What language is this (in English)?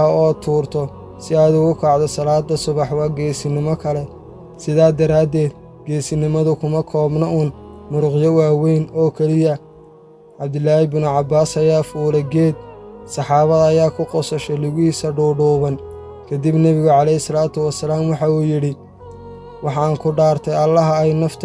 Somali